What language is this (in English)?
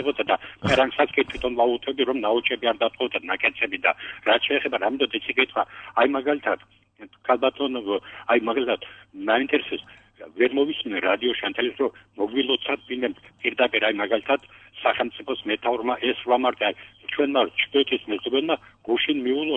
Georgian